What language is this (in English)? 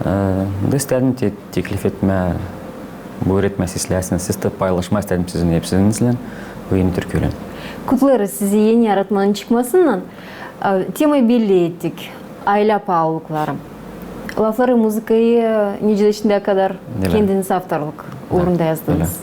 Gagauz